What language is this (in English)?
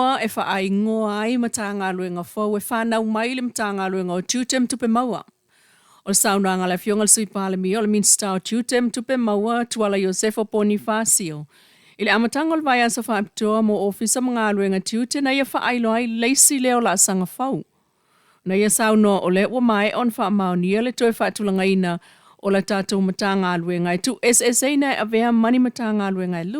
Samoan